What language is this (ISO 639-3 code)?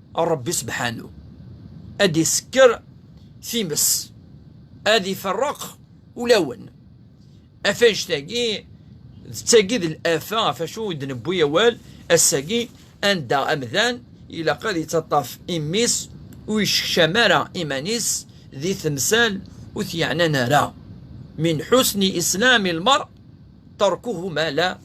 kab